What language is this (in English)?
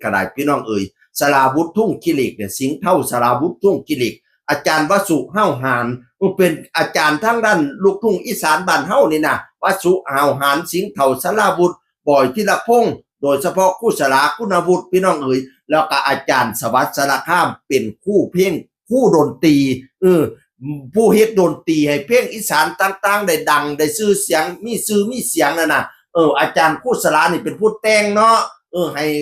Northeastern Thai